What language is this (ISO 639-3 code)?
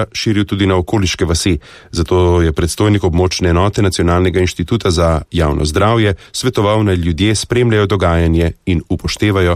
slv